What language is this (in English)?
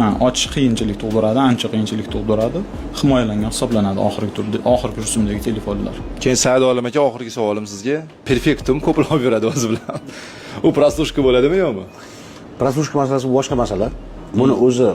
Uzbek